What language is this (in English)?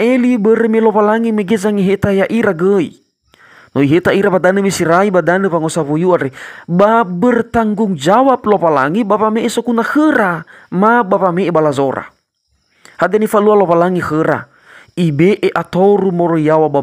Nias